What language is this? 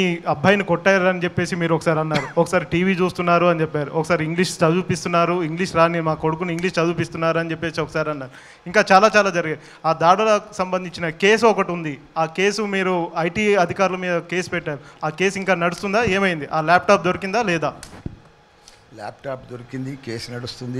Telugu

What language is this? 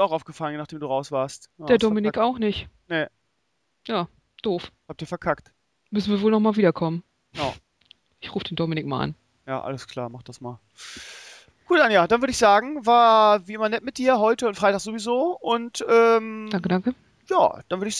German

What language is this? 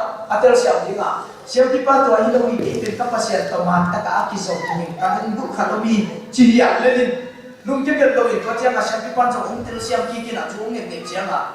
Tedim Chin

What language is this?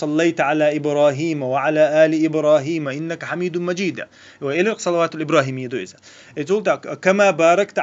Chechen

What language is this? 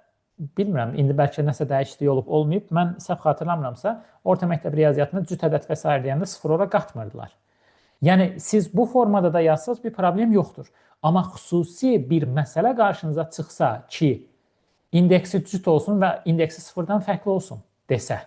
Azerbaijani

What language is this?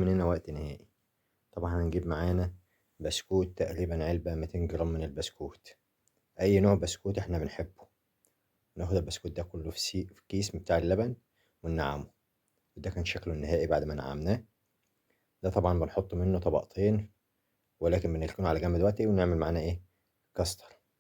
Egyptian Arabic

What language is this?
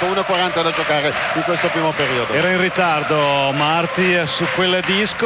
Italian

